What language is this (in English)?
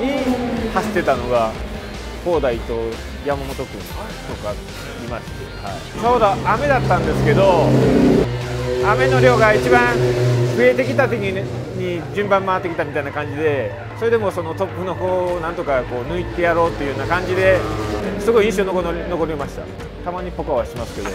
Japanese